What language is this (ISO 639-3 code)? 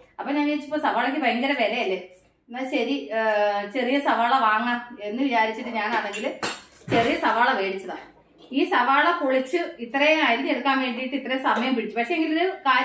mal